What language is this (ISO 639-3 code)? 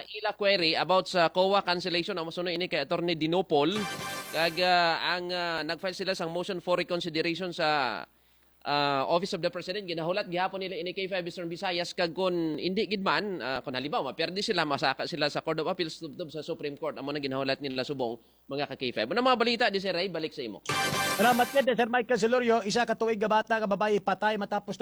hil